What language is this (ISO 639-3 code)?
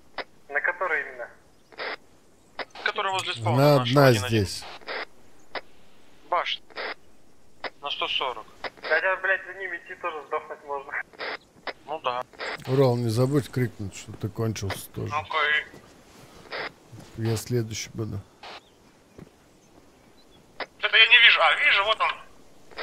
rus